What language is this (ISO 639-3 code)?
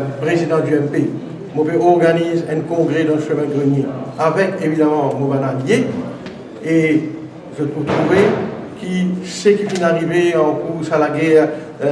mfe